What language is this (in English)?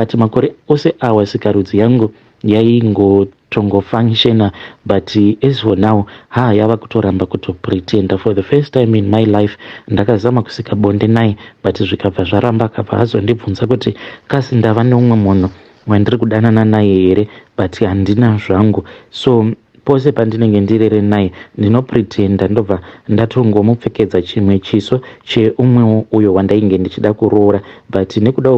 Shona